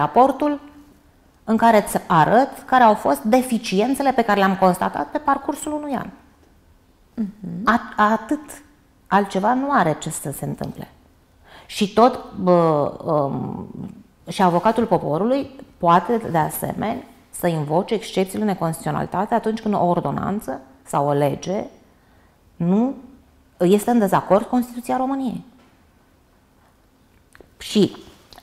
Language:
Romanian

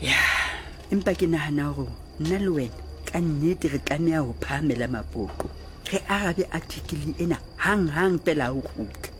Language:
Southern Sotho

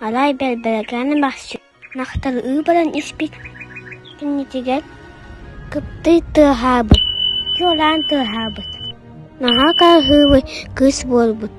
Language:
Yakut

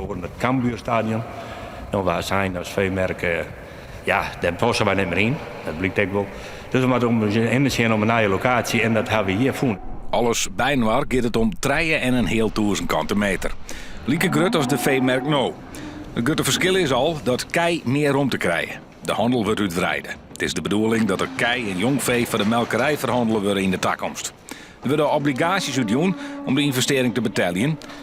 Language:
Western Frisian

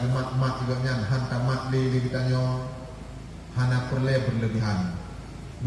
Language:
Achinese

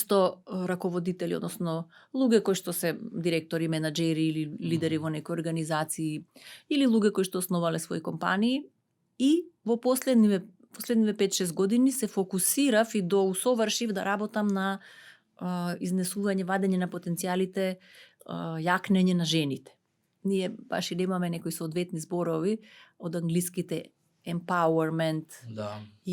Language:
Macedonian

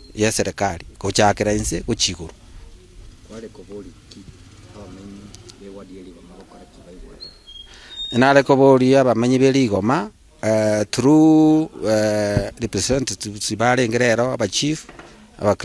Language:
Gusii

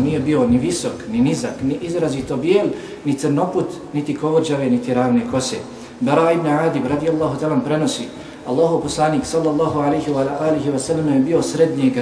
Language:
Bosnian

